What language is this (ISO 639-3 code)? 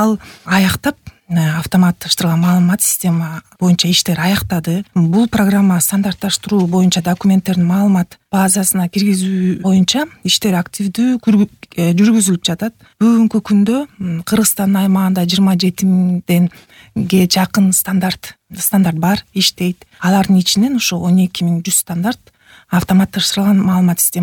kir